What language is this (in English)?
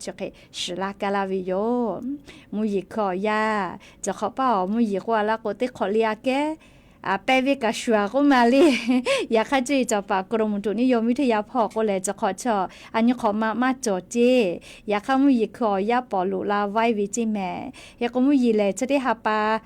Lahu